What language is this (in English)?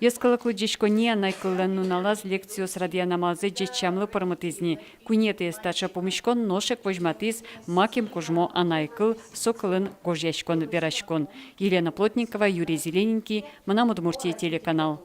Udmurt